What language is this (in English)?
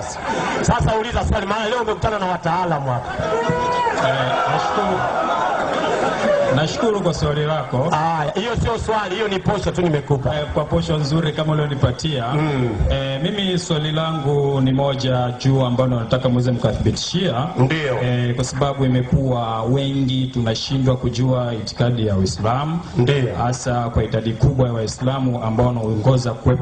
Swahili